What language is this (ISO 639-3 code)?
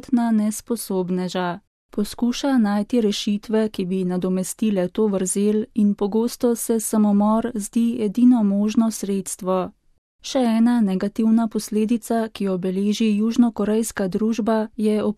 slv